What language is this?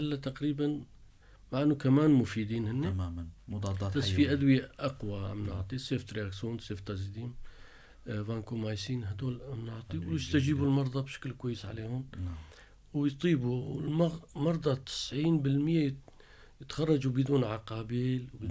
North Levantine Arabic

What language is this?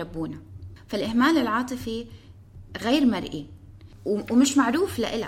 North Levantine Arabic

